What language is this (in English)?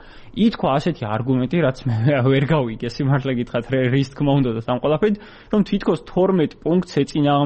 Georgian